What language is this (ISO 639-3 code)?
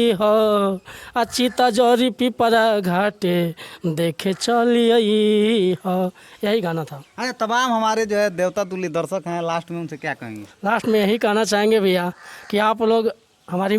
bho